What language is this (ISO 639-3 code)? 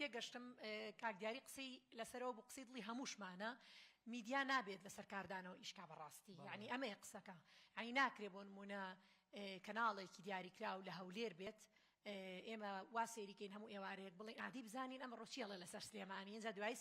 ckb